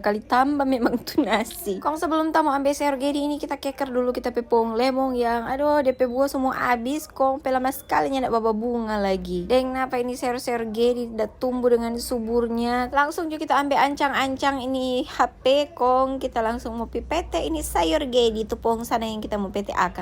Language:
Manado Malay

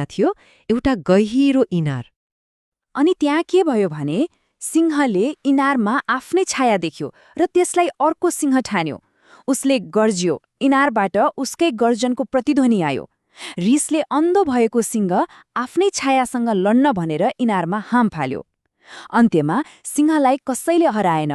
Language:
Nepali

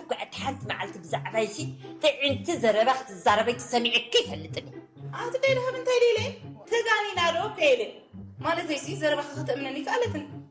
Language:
Tigrinya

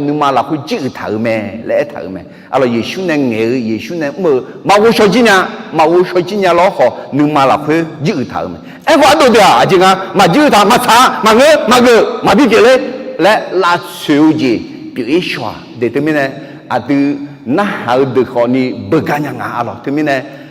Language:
Akha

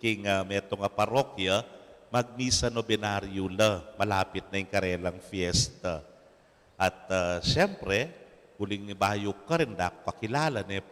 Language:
Pampanga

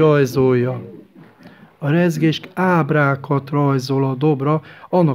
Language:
Hungarian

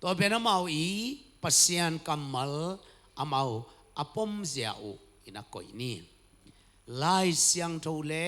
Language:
Tedim Chin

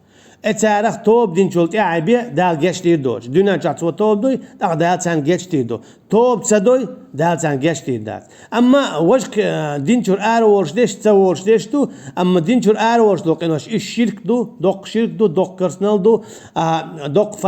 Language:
Chechen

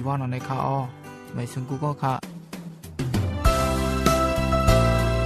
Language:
Thai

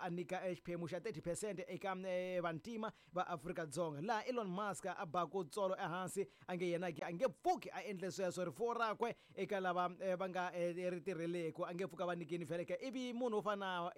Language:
Tsonga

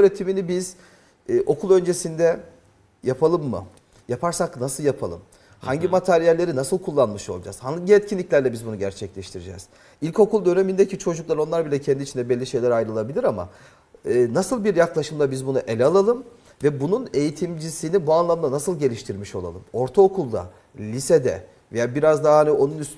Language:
Turkish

